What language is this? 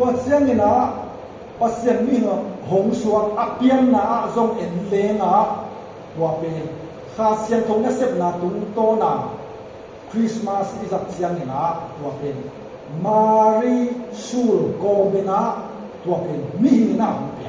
Tedim Chin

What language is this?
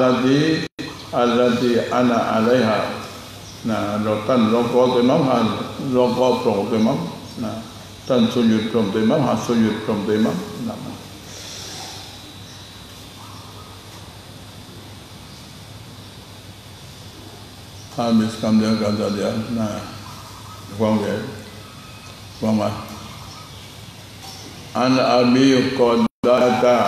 Malay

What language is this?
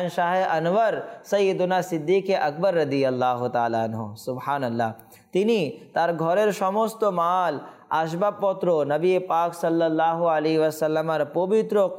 Bangla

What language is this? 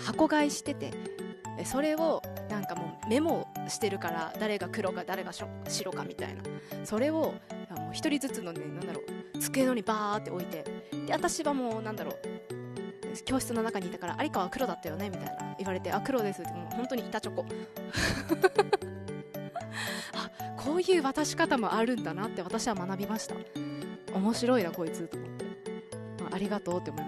Japanese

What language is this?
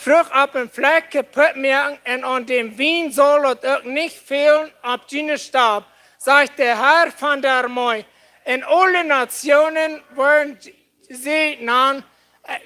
Plautdietsch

